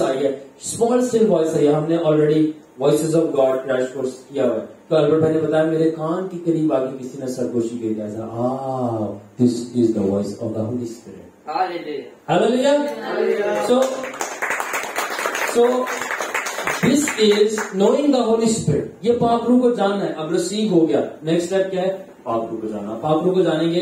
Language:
Urdu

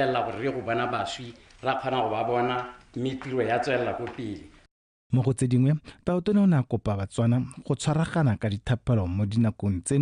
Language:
Tswana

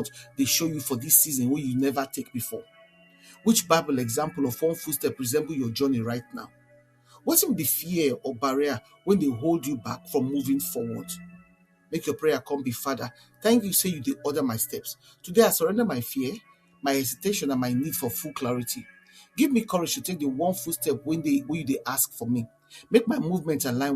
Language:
Nigerian Pidgin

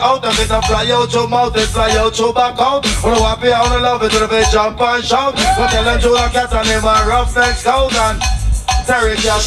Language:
Jamaican Creole English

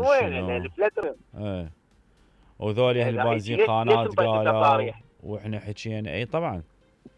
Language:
Mesopotamian Arabic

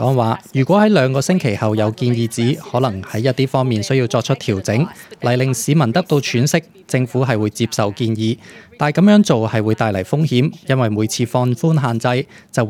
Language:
Cantonese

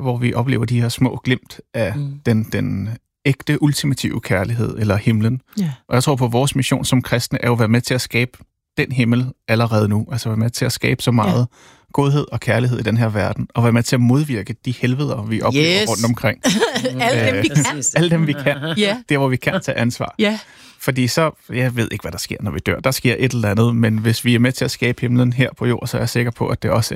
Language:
Danish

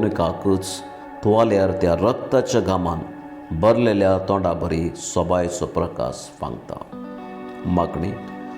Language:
Konkani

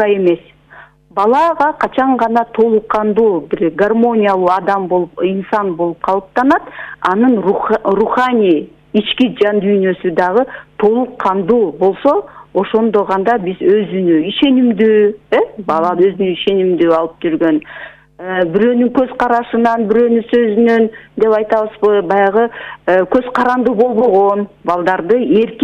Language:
Kyrgyz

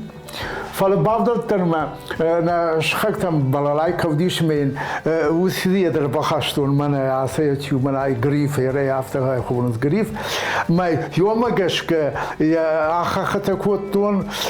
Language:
Ossetic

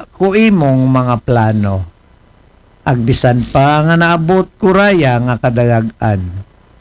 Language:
Aklanon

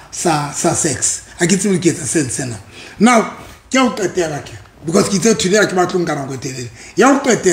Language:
Southern Sotho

